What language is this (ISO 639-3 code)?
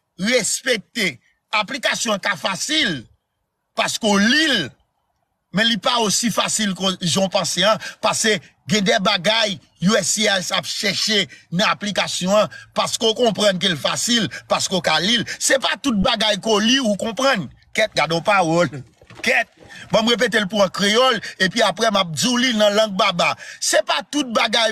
hat